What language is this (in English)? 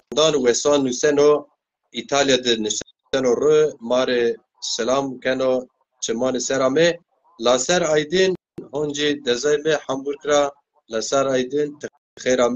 Zaza